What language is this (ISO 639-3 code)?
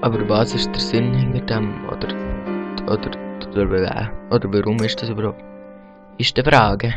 gsw